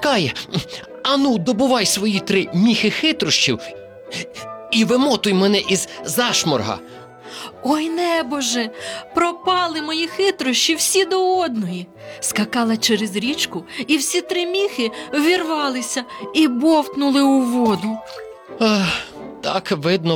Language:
Ukrainian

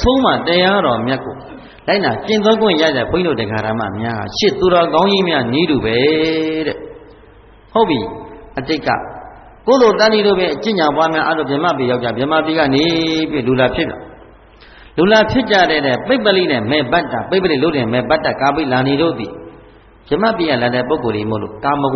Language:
Burmese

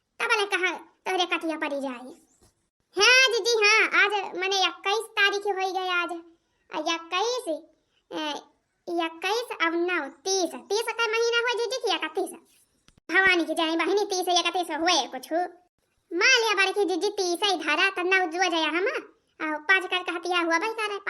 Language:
Awadhi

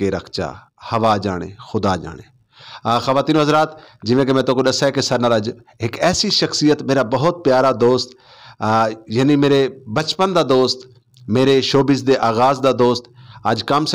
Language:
Saraiki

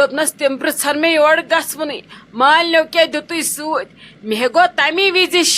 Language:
Kashmiri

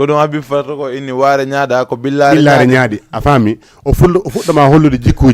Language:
Fula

